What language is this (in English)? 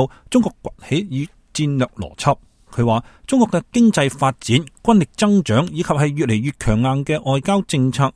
Cantonese